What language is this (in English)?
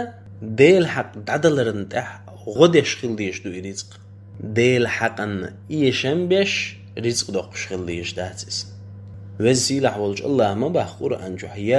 Chechen